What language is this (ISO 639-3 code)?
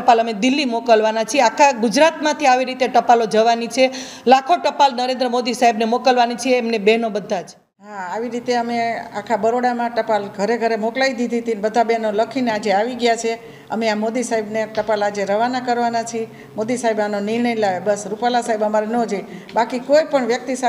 guj